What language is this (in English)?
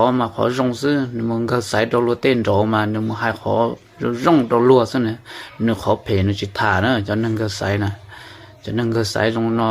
Hmong